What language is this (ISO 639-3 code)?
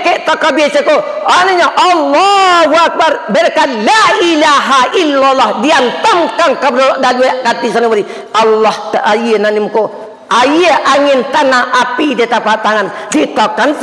min